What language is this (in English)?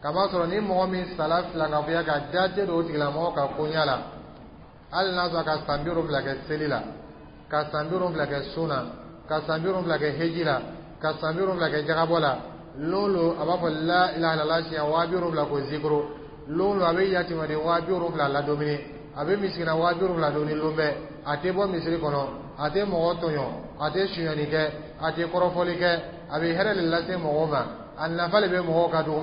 Dyula